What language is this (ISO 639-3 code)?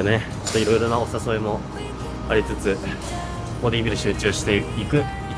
jpn